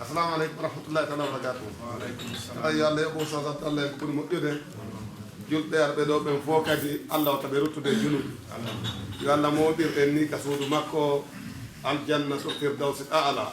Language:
Fula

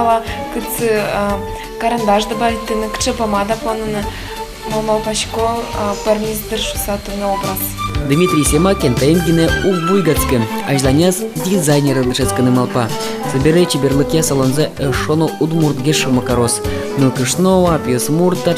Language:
Udmurt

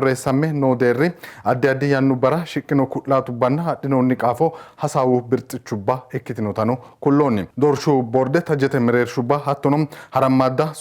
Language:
Sidamo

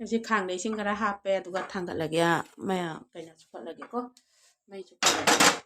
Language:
Manipuri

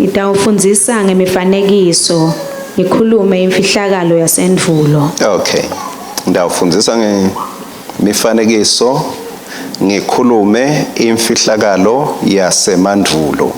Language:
Swati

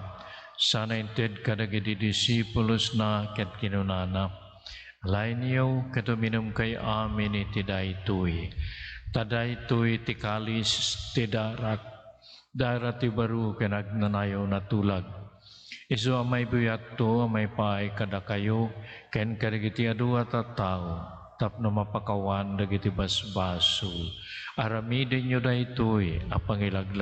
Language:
Iloko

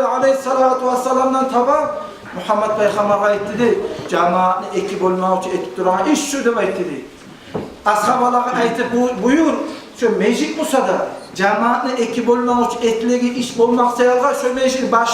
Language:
Kumyk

